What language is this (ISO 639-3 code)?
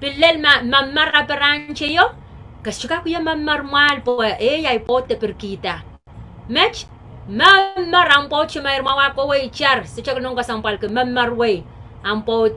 pon